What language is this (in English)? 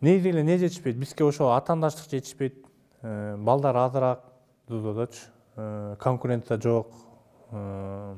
Kyrgyz